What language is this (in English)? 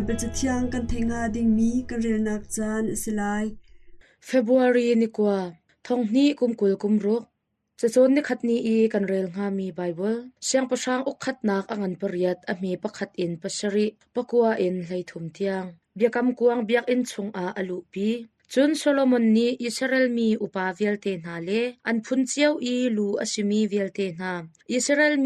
Hakha Chin